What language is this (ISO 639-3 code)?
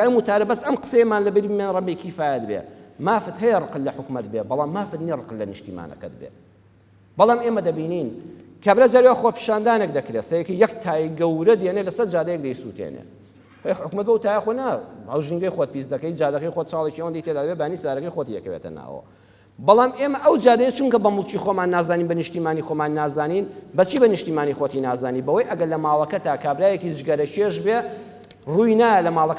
ckb